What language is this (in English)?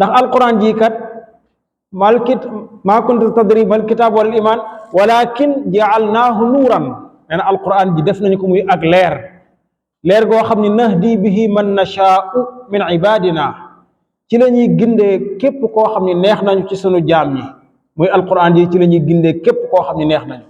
Wolof